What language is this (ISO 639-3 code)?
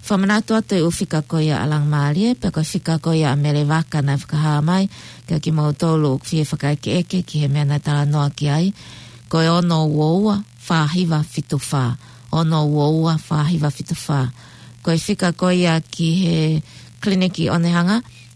ton